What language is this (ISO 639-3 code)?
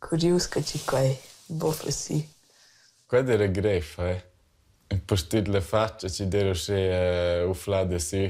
roh